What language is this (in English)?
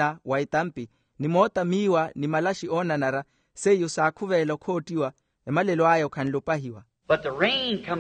Makhuwa